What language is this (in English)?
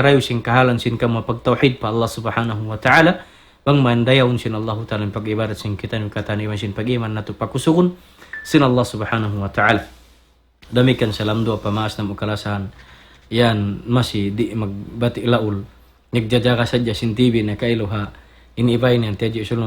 Tausug